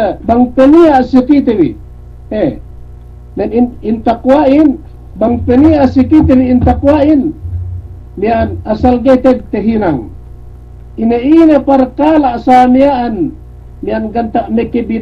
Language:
Yakan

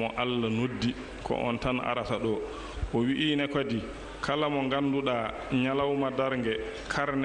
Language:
Fula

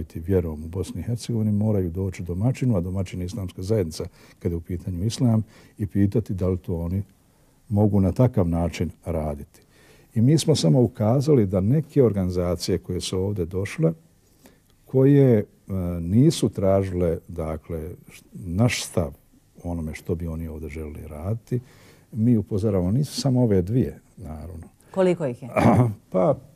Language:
Bosnian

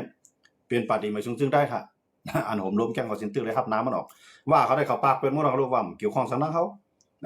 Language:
Shan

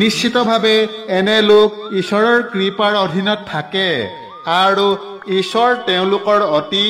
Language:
Assamese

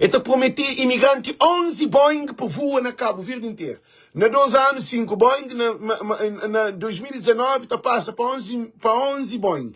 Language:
Kabuverdianu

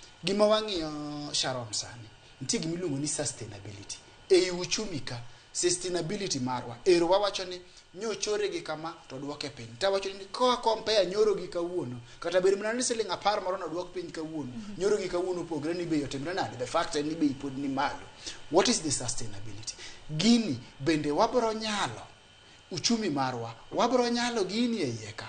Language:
Luo (Kenya and Tanzania)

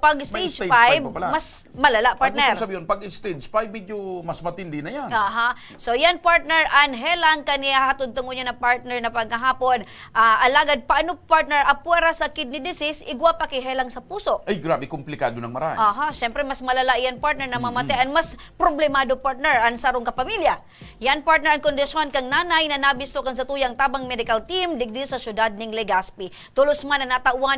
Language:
Bikol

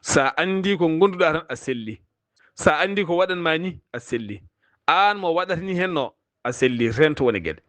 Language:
Fula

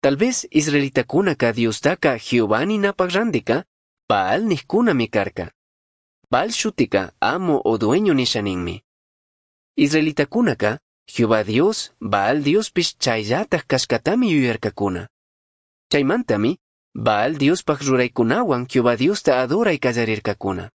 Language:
Chimborazo Highland Quichua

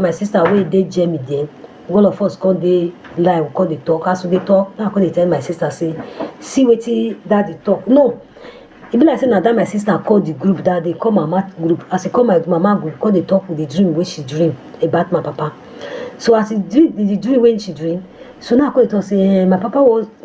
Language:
Nigerian Pidgin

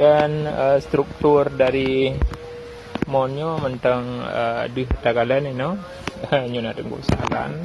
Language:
Achinese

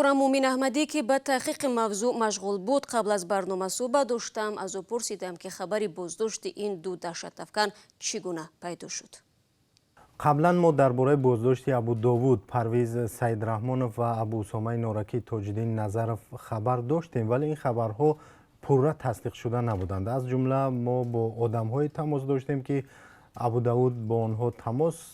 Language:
Tajik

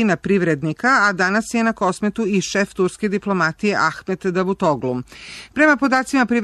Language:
Serbian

